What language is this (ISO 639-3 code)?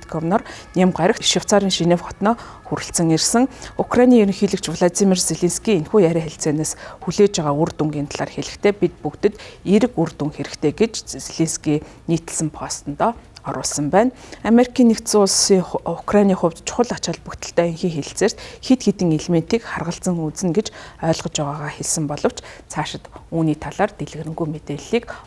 mon